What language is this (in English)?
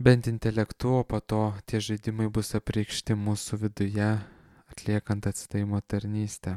Lithuanian